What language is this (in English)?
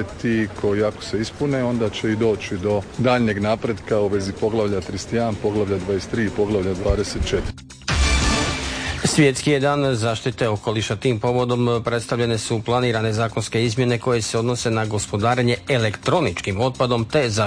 Croatian